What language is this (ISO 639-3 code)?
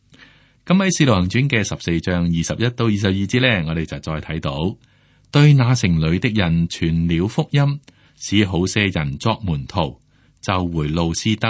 yue